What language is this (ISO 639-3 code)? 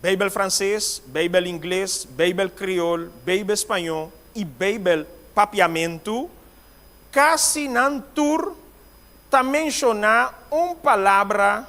pap